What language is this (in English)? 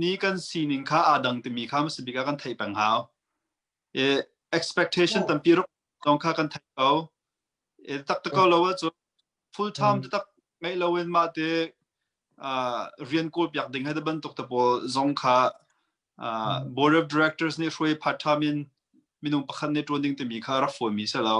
Hakha Chin